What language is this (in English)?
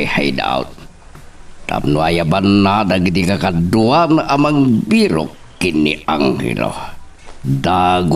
Iloko